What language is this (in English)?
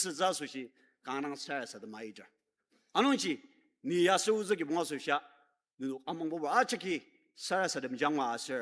Ao Naga